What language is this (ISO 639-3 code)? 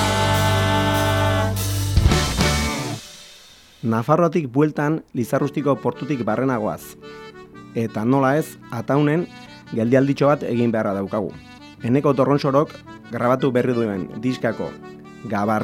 eus